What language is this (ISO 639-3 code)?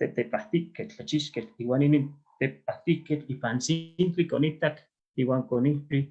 nhe